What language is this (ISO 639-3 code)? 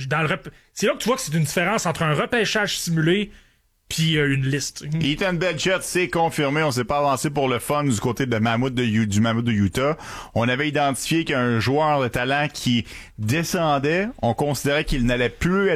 fra